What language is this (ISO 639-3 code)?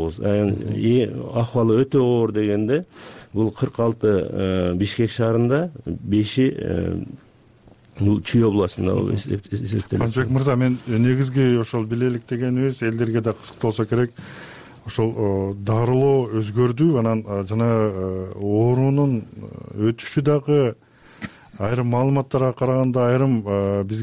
kir